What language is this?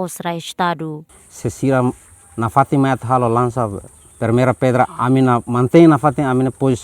Tetum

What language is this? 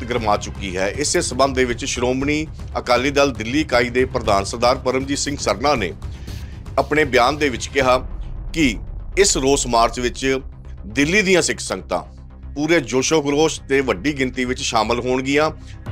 Punjabi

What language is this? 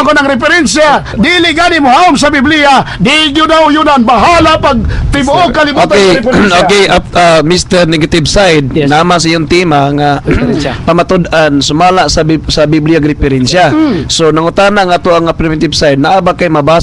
Cebuano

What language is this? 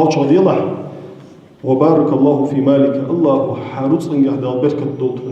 Ingush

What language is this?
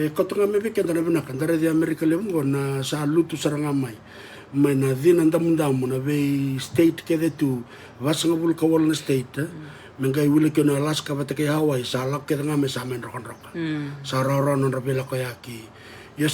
Fijian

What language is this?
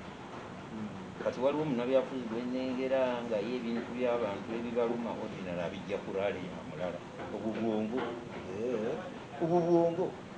Ganda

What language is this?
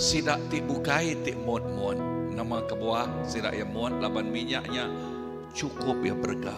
Iban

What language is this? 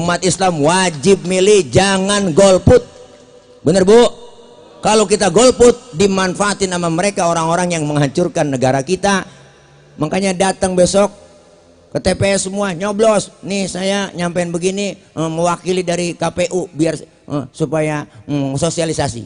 Betawi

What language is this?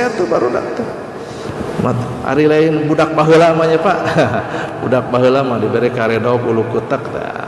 Sundanese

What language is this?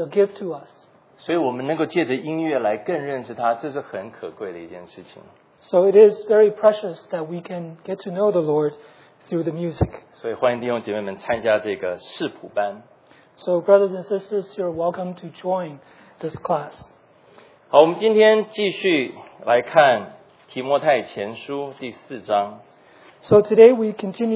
Chinese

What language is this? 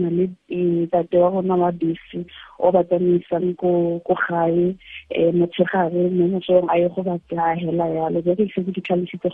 Tswana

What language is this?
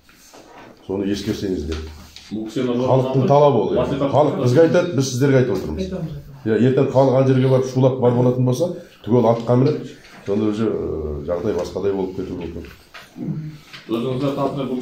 Kazakh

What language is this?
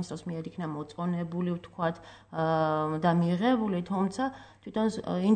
Georgian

